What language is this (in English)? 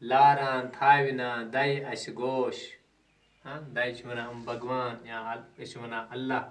Kashmiri